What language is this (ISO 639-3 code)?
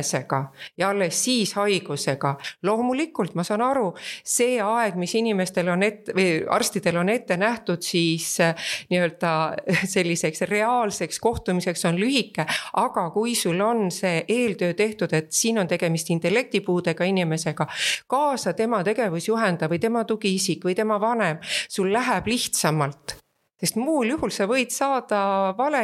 est